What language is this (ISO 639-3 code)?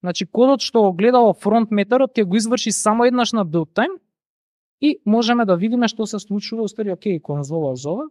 mkd